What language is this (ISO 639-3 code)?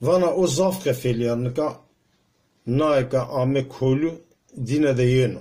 zza